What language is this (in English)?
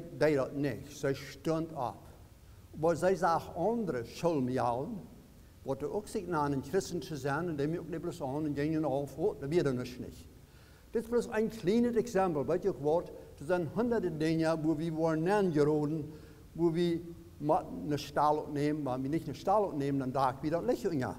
Plautdietsch